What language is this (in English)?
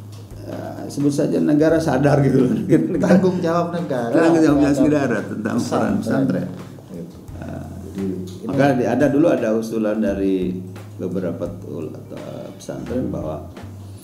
Indonesian